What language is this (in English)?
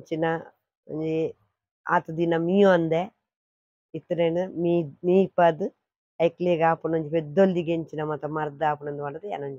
Tulu